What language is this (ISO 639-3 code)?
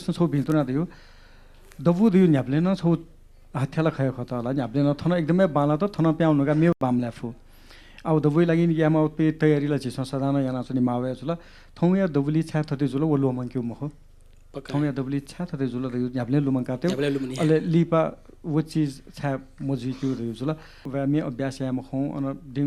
new